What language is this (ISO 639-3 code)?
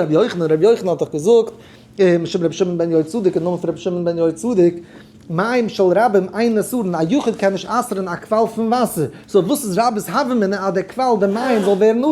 yid